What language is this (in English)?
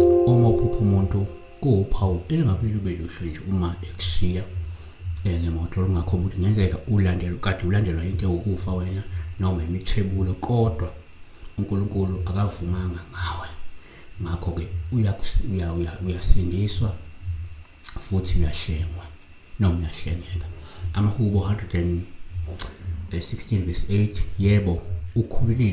Zulu